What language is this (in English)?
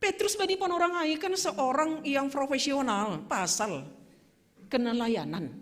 Batak Simalungun